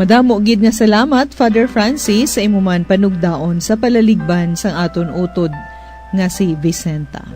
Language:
Hiligaynon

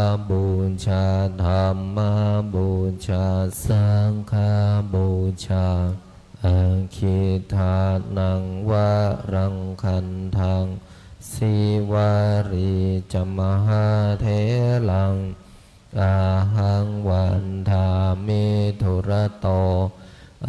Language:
Pali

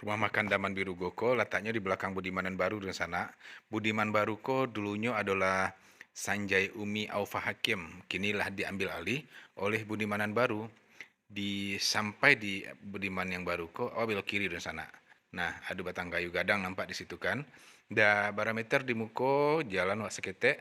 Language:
Minangkabau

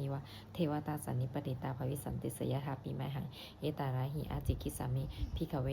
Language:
Pali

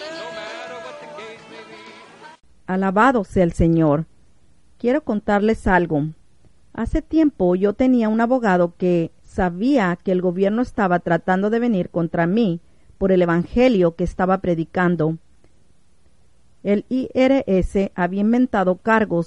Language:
Spanish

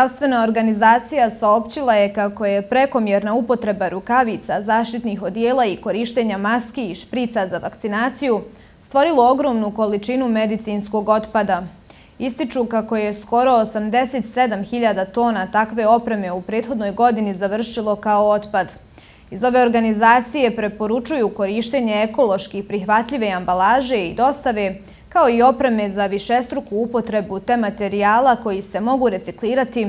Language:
Bosnian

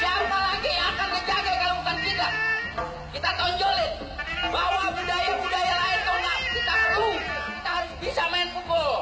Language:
Betawi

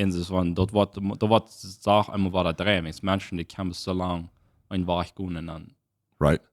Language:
Plautdietsch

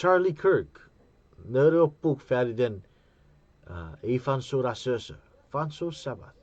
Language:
Chuukese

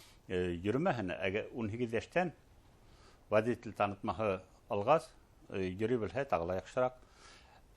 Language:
Bashkir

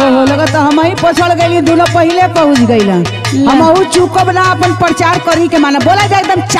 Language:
Bhojpuri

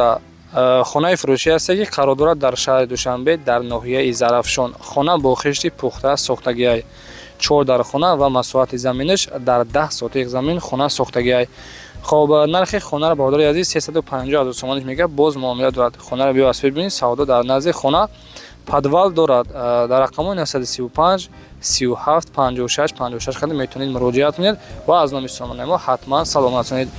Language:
Tajik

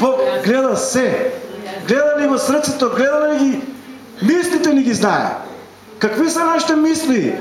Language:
Macedonian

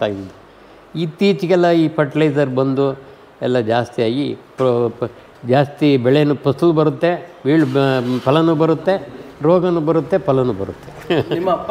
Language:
Kannada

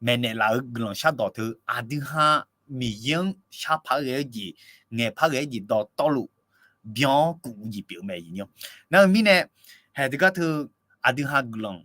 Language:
Akha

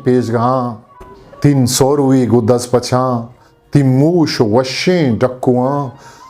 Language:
Eastern Balochi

